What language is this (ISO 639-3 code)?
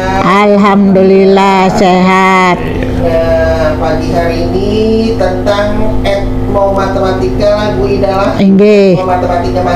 bjn